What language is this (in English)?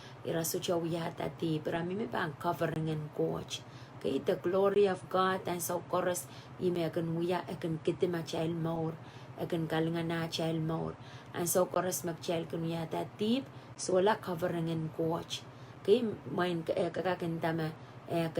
Pohnpeian